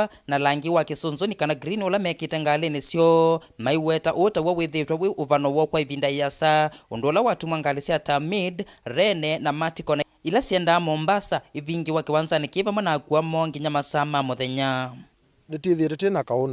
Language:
Kamba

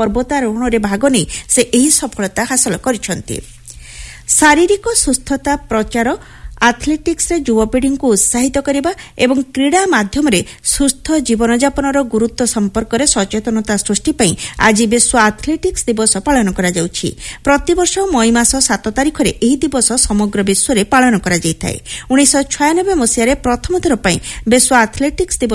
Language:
Odia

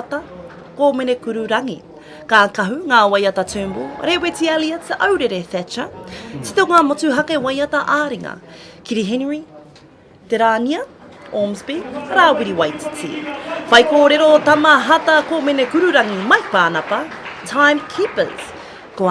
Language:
Māori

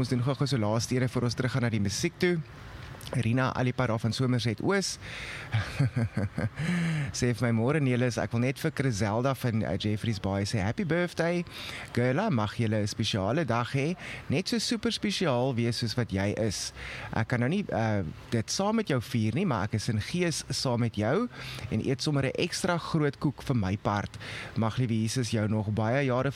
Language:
Afrikaans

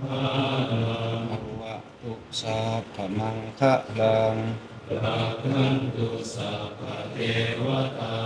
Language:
Northeastern Thai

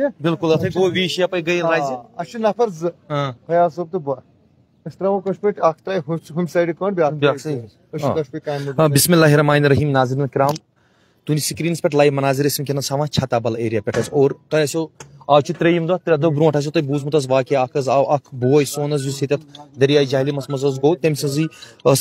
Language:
Kashmiri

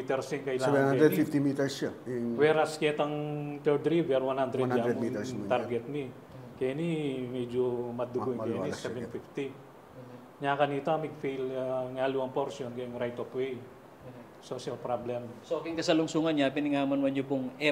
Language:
Pampanga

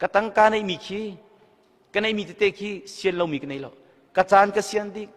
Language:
Hakha Chin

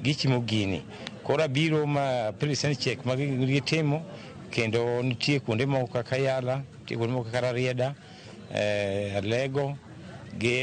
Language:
Luo (Kenya and Tanzania)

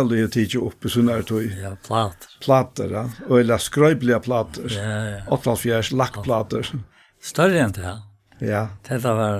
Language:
Faroese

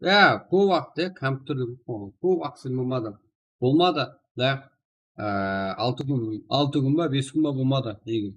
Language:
Kara-Kalpak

